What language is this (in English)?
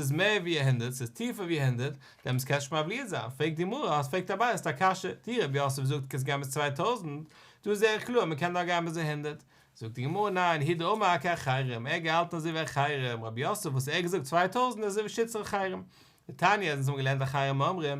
Yiddish